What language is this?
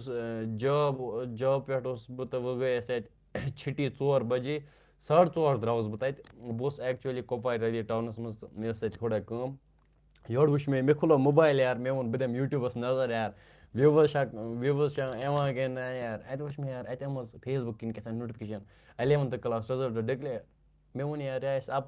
Kashmiri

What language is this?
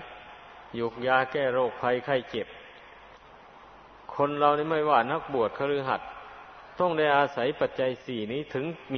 Thai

